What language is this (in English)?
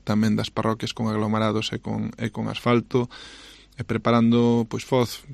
Galician